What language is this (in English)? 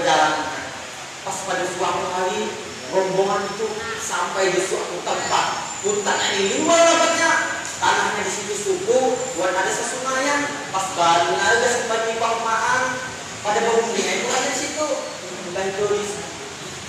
Banjar